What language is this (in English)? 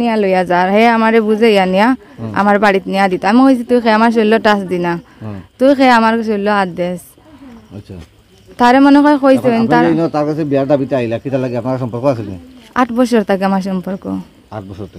Sylheti